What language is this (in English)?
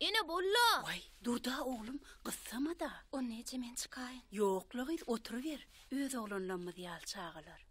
Turkmen